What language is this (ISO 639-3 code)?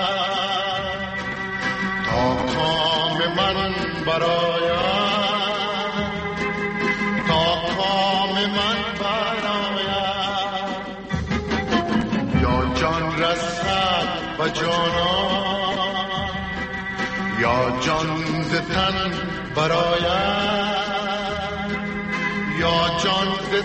fas